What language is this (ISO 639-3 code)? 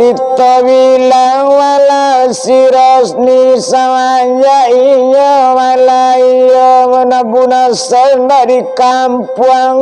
min